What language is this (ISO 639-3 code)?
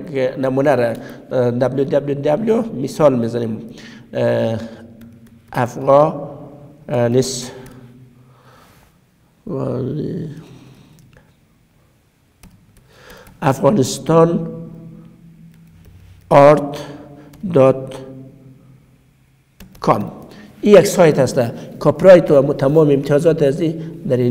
fas